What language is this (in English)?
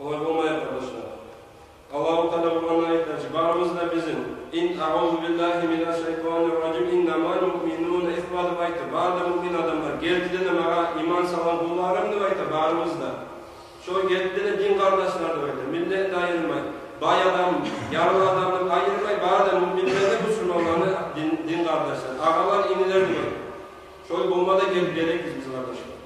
Kumyk